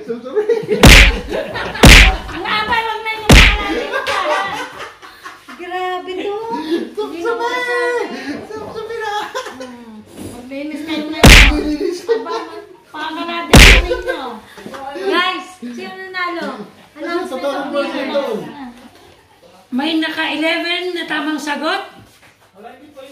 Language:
Filipino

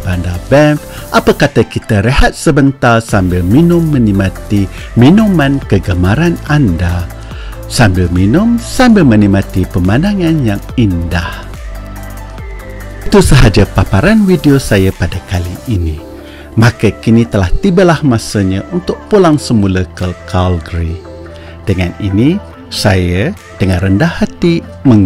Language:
Malay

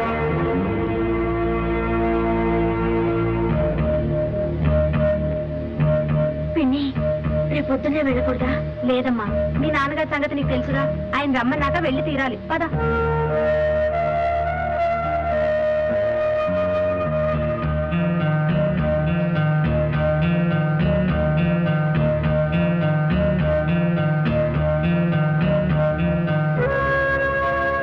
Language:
Telugu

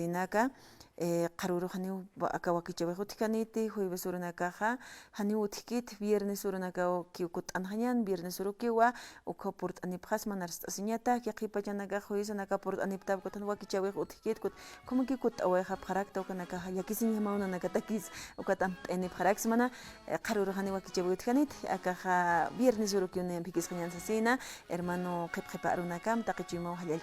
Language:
Aymara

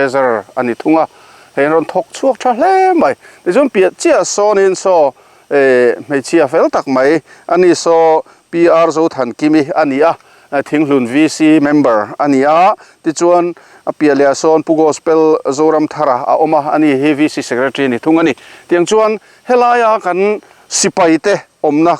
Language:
Mizo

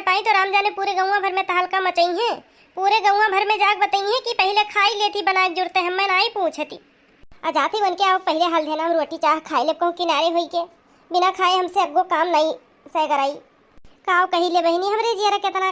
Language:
Awadhi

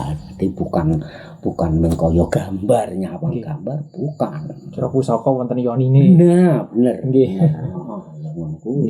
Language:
Javanese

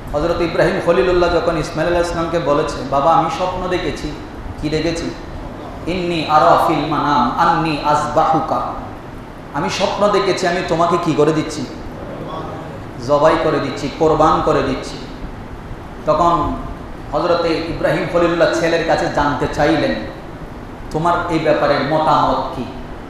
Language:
Bangla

